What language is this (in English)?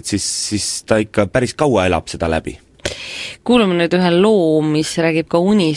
Estonian